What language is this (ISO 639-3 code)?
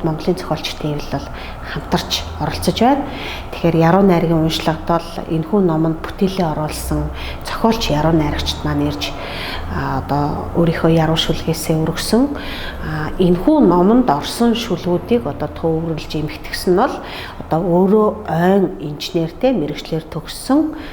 mon